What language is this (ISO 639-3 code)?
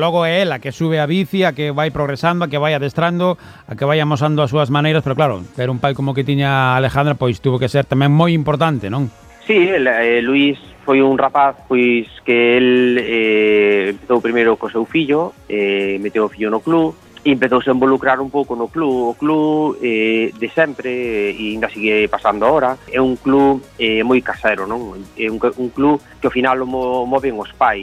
glg